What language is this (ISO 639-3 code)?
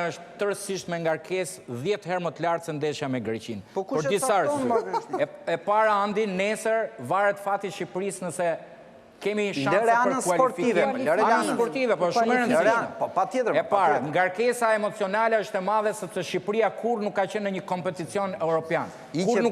sqi